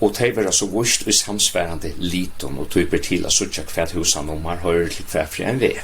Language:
Faroese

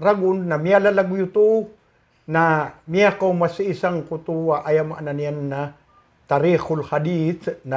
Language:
Maranao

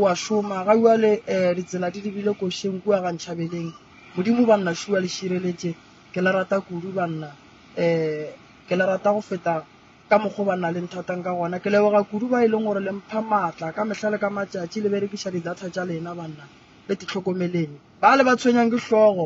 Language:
Northern Sotho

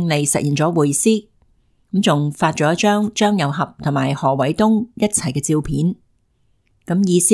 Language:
Cantonese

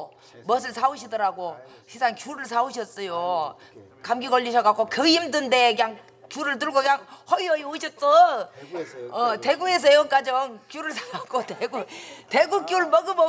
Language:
Korean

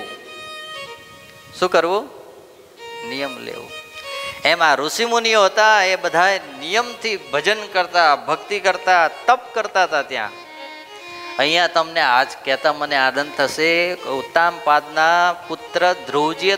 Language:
Gujarati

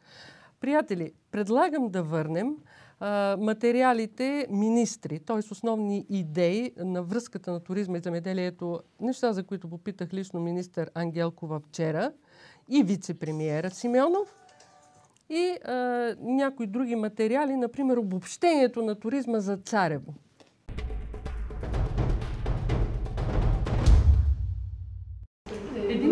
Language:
Bulgarian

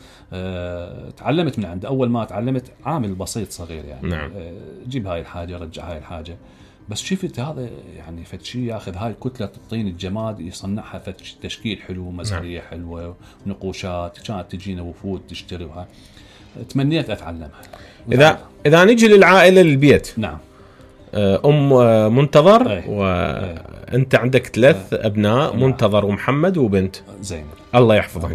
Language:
Mesopotamian Arabic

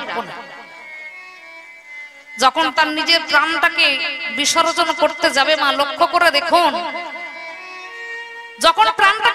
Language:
Bangla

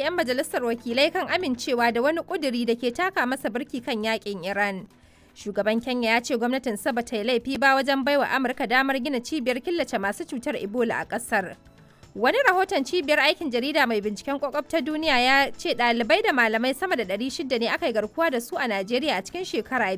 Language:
Hausa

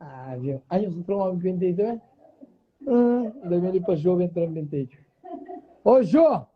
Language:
Kabuverdianu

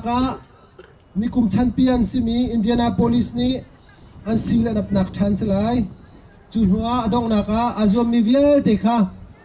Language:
Hakha Chin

